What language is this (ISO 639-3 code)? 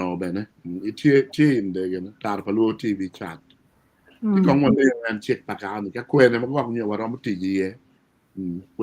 ach